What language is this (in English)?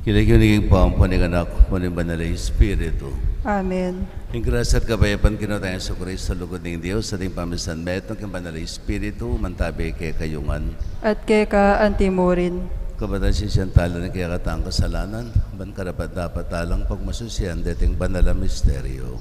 Pampanga